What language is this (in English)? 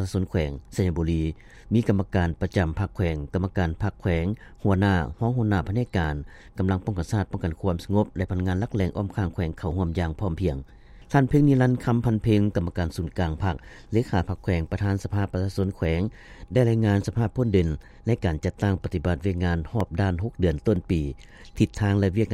Lao